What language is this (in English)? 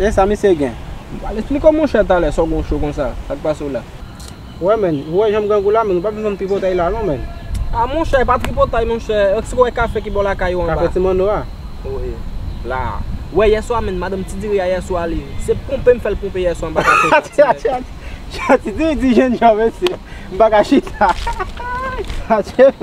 Haitian Creole